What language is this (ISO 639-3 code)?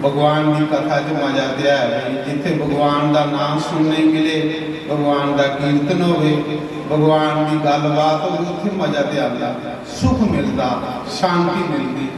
doi